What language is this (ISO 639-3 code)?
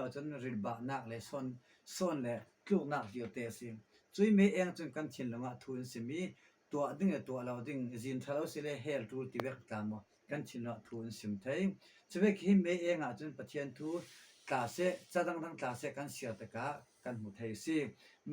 cfm